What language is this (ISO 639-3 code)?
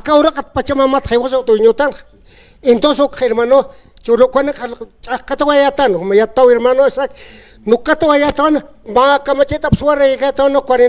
aym